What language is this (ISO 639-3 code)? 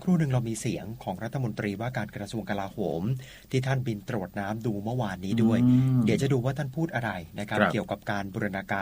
tha